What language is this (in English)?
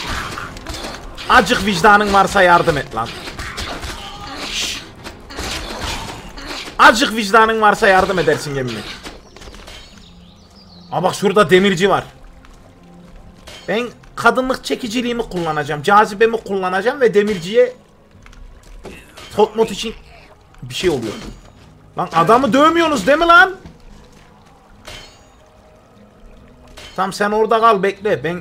Turkish